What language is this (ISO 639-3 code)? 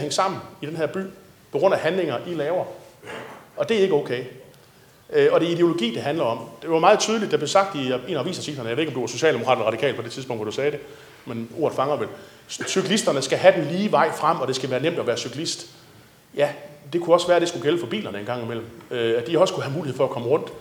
dan